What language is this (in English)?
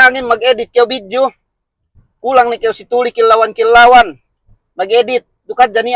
Yakan